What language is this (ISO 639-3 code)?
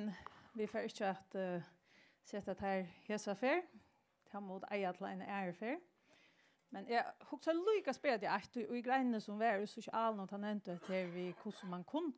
fao